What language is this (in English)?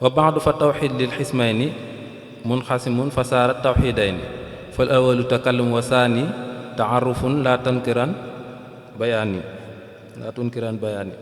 Wolof